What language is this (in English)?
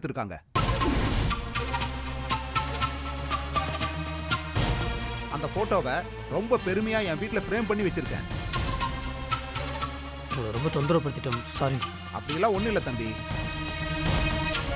Tamil